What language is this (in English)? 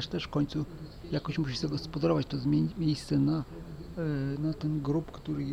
Polish